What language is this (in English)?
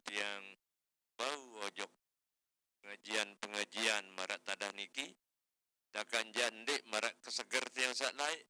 Sasak